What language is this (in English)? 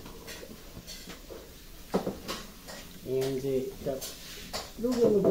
Filipino